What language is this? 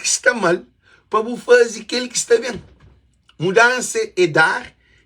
Kabuverdianu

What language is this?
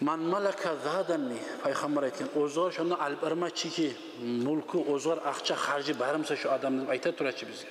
Kumyk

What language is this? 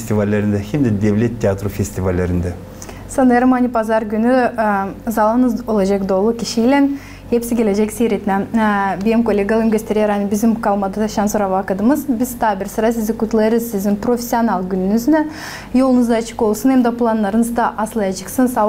Gagauz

